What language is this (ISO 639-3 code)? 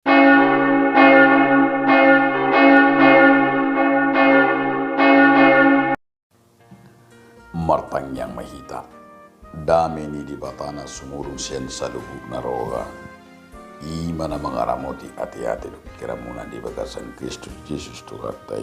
bbc